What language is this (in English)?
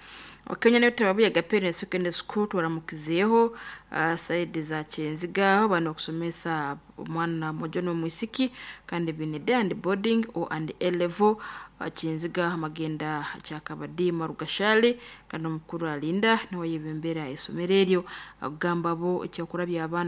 Nyoro